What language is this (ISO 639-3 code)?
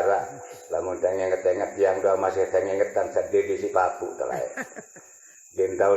sas